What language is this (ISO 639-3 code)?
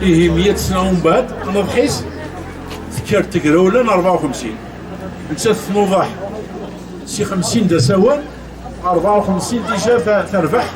kab